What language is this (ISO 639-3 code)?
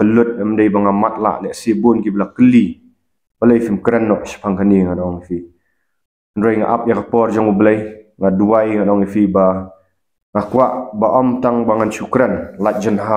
kha